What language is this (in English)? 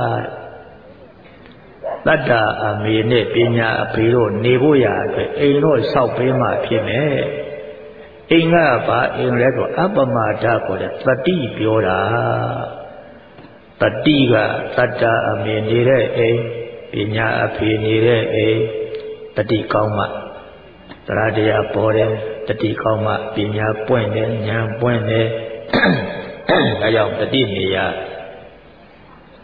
Burmese